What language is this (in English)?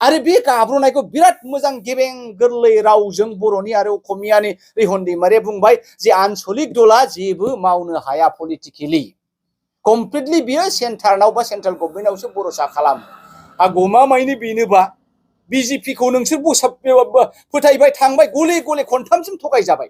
Bodo